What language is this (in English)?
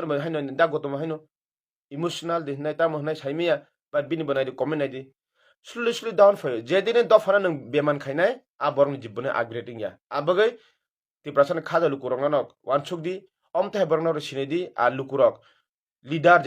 Kok Borok